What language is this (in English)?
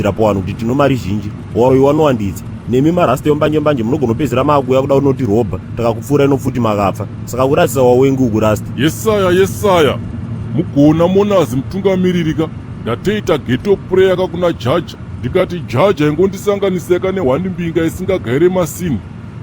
Shona